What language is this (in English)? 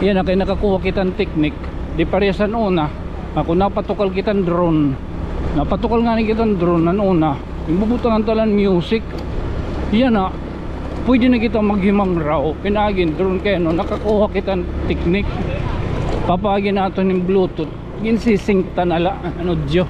Waray